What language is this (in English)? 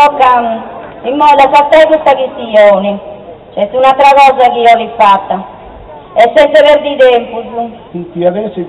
Sardinian